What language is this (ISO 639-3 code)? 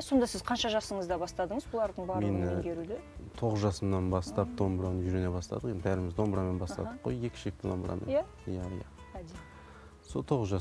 kaz